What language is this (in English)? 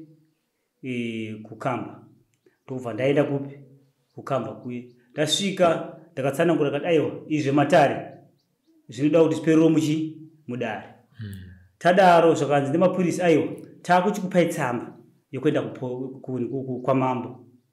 Shona